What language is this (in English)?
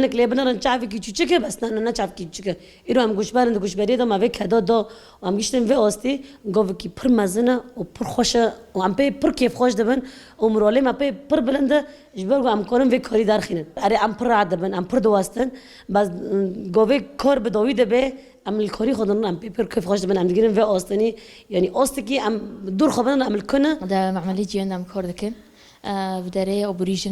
Kurdish